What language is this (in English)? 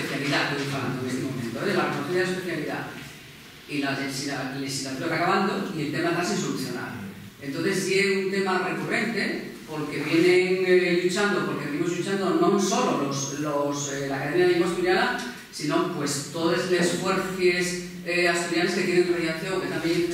Asturian